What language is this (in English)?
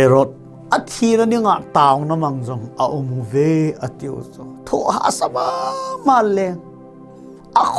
Thado Chin